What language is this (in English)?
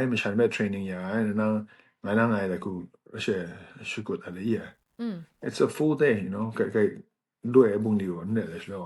Kachin